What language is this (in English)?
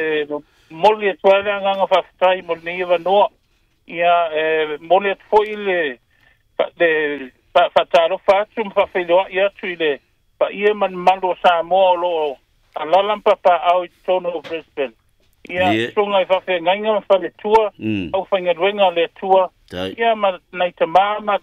Samoan